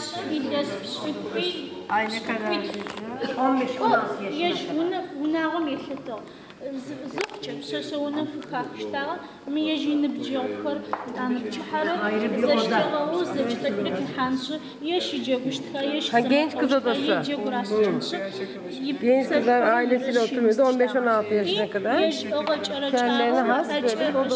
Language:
Adyghe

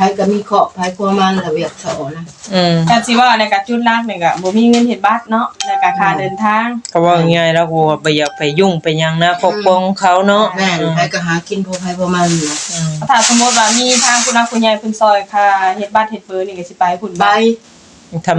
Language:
Northeastern Thai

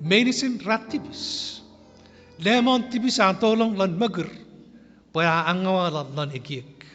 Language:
Chuukese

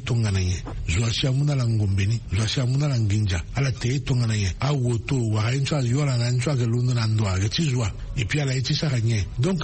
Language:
Sango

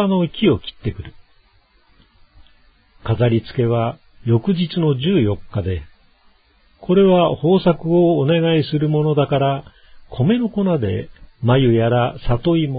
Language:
Japanese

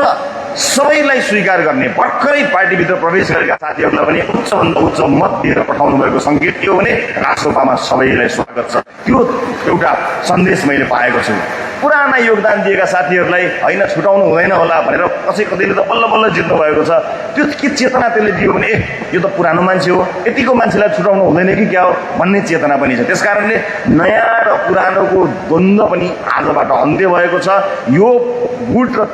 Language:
Nepali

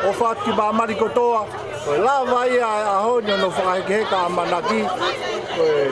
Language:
Tongan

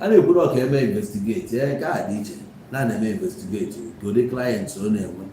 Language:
Igbo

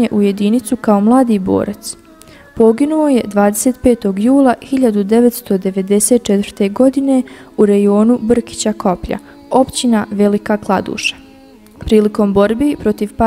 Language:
Bosnian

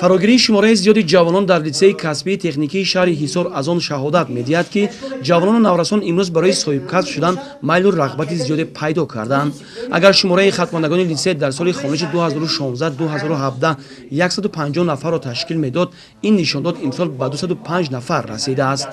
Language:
Tajik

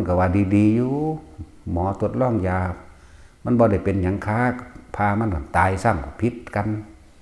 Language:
Northeastern Thai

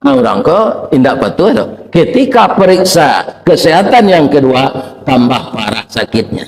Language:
Minangkabau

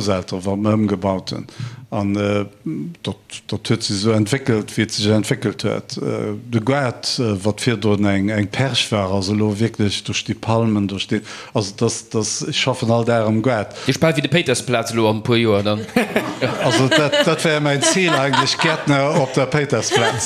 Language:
Luxembourgish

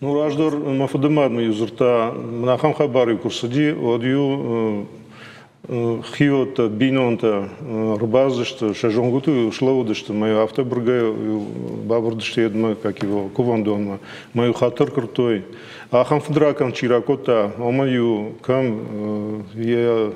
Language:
Ossetic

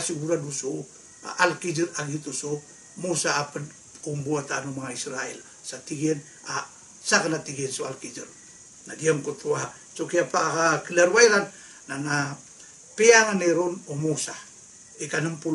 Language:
Maranao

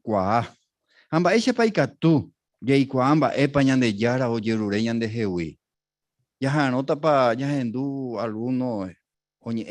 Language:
Guarani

